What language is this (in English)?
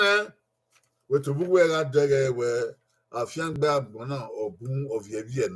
Bini